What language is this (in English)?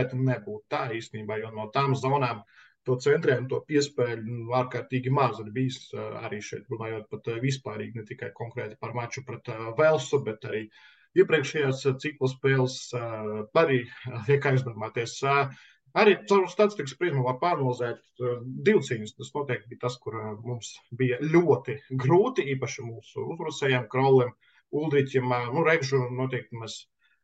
Latvian